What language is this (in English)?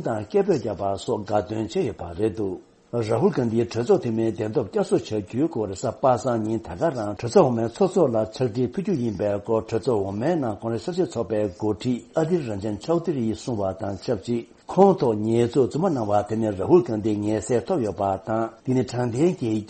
Tibetan